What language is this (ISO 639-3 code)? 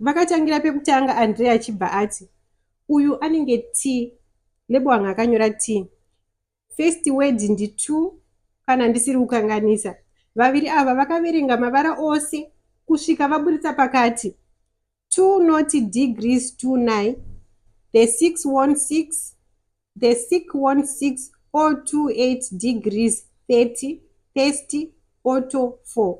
sna